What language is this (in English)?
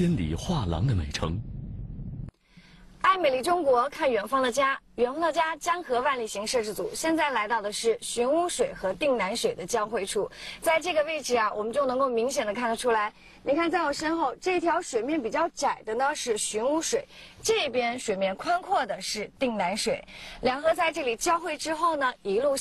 Chinese